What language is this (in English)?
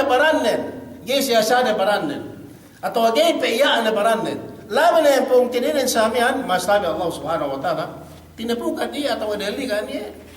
Yakan